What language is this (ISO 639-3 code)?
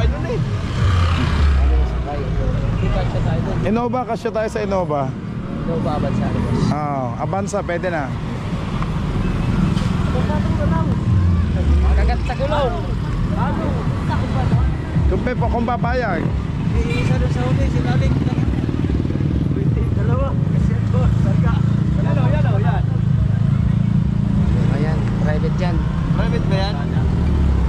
fil